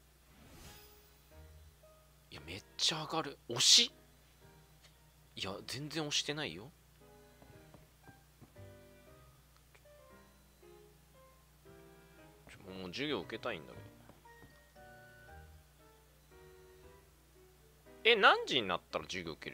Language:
Japanese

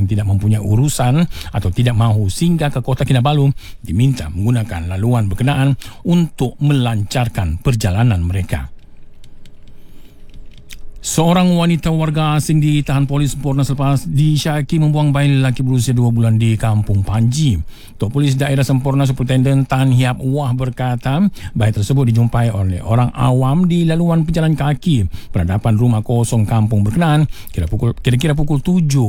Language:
Malay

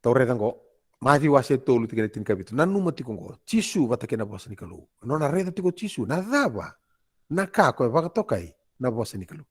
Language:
Fijian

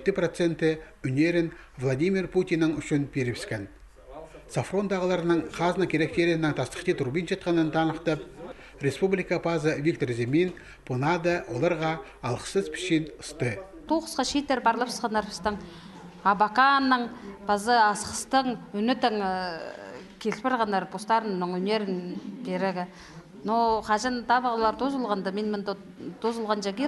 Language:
Khakas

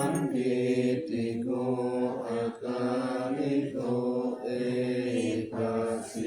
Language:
Pali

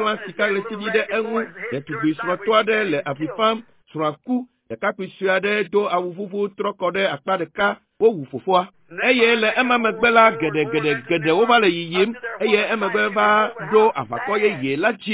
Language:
Ewe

